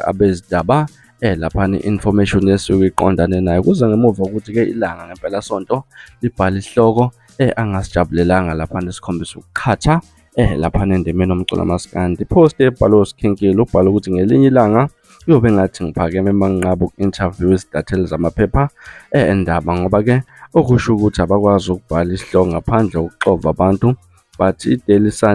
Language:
Zulu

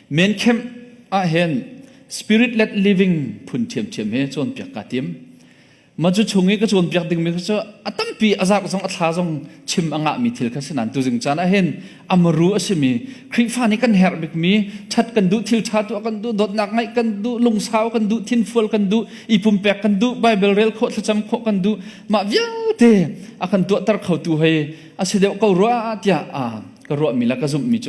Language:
Hakha Chin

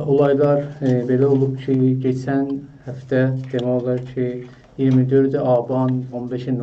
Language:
South Azerbaijani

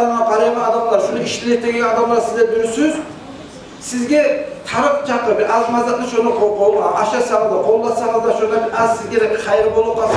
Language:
Kumyk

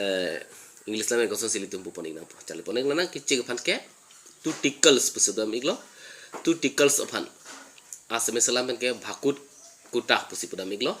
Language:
Karbi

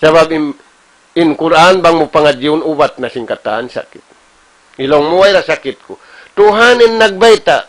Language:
Tausug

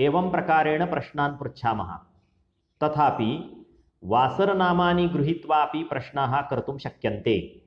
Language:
Sanskrit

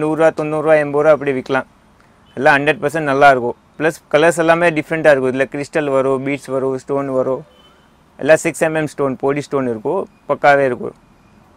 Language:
Tamil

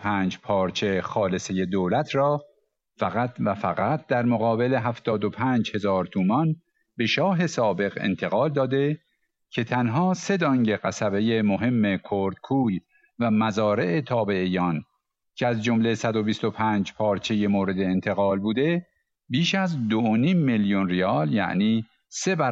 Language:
Persian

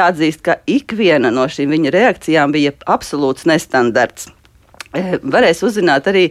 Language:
Latvian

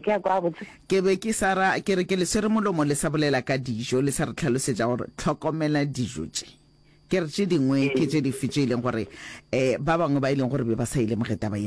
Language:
Northern Sotho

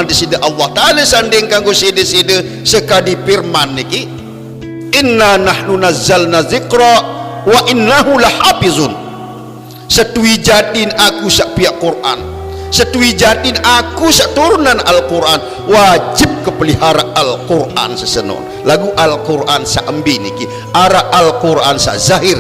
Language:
Sasak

